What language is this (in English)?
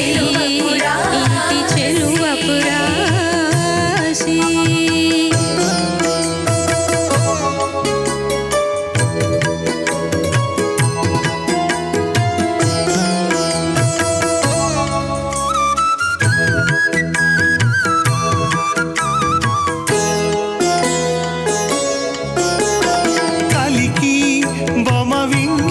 Telugu